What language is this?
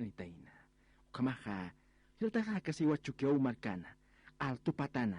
Aymara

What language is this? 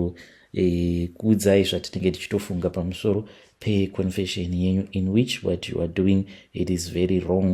Shona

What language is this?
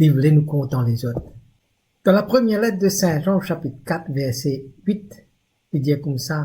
Morisyen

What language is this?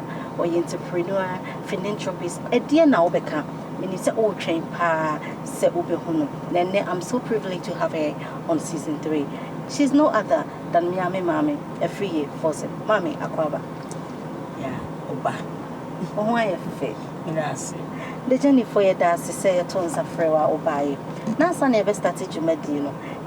Akan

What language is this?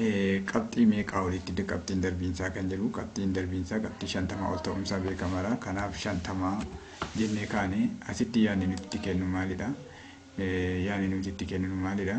Oromo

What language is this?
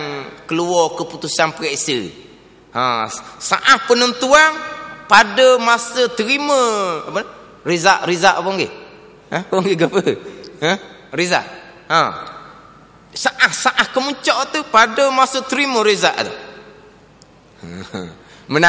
Malay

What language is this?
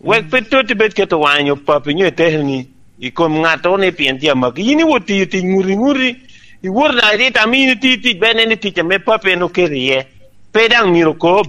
Lango (Uganda)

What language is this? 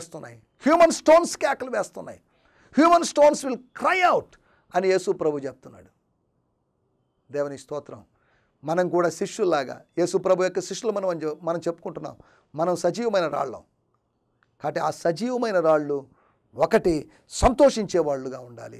Telugu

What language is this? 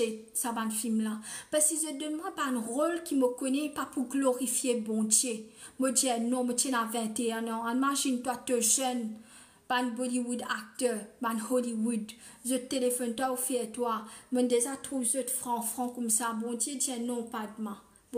Morisyen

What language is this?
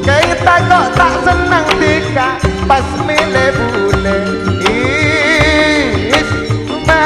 Madurese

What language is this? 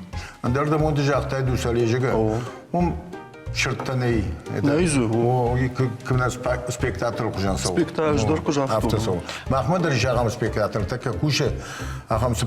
Ossetic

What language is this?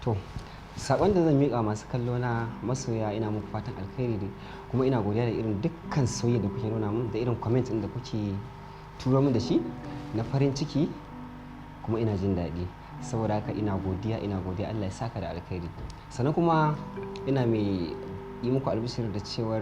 Hausa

